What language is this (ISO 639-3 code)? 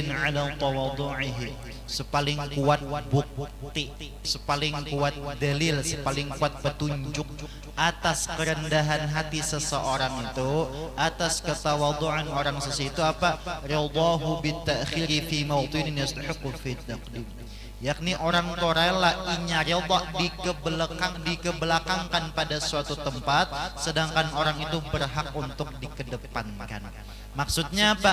bjn